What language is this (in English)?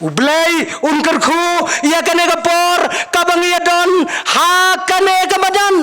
Khasi